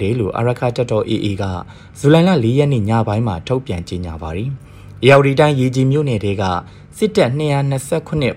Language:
Burmese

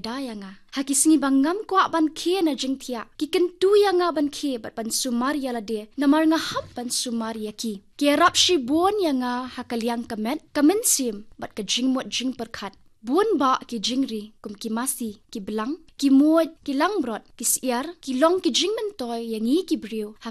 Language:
Khasi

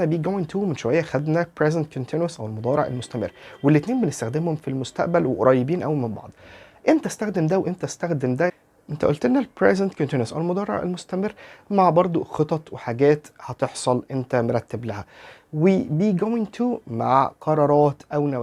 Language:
Egyptian Arabic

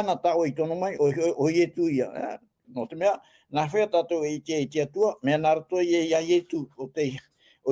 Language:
Tahitian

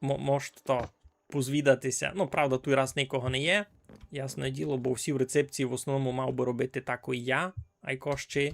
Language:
Rusyn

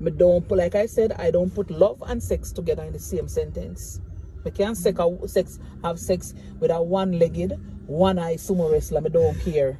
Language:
Jamaican Creole English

